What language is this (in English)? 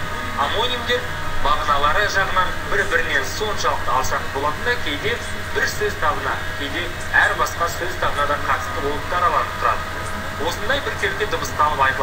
Kazakh